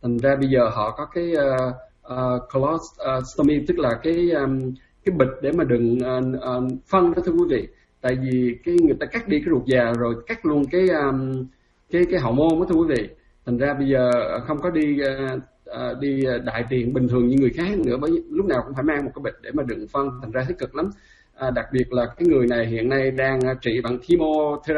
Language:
Vietnamese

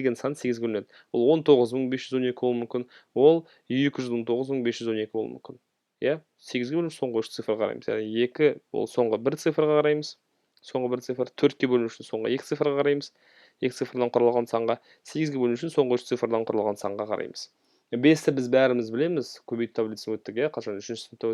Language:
Kazakh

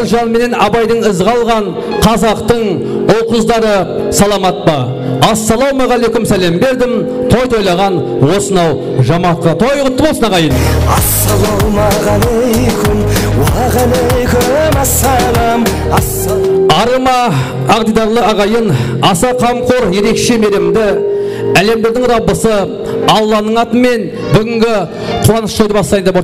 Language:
Kara-Kalpak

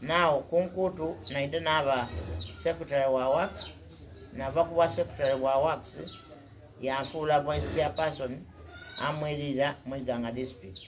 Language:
Soga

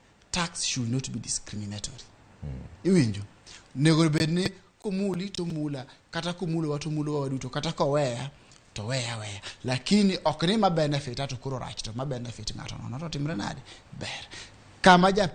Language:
Luo (Kenya and Tanzania)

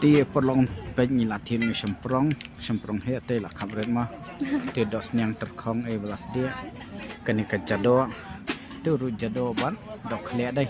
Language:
Khasi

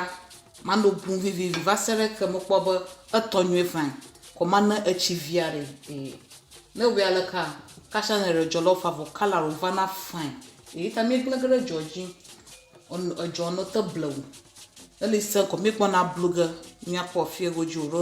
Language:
Ewe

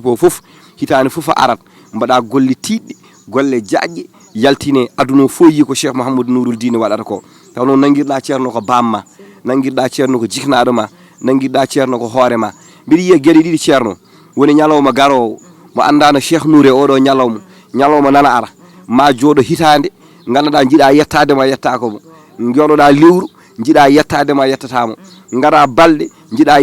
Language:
Fula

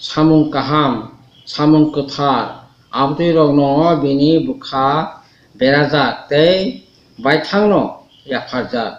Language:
Kok Borok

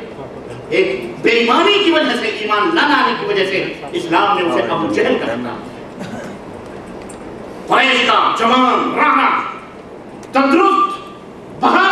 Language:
Urdu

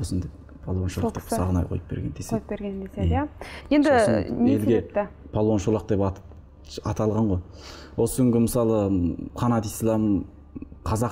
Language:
Kazakh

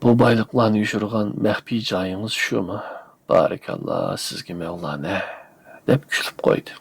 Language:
Uyghur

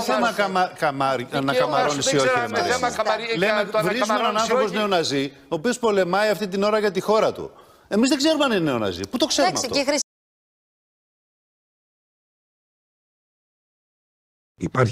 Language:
Greek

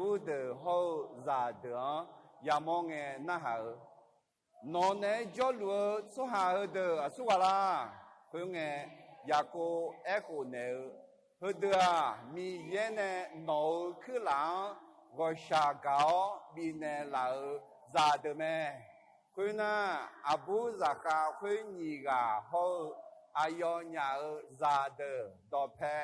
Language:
Akha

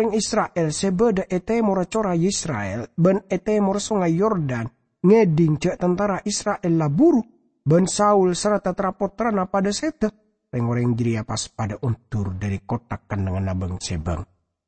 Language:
Madurese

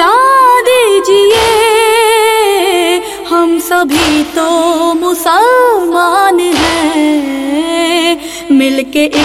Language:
Urdu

